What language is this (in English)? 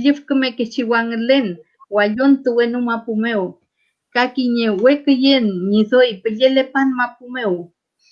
Mapuche